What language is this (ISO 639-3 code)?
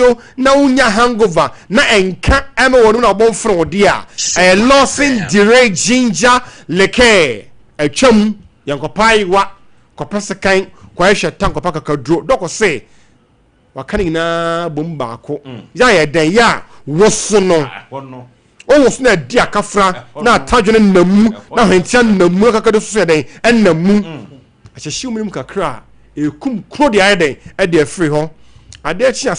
aka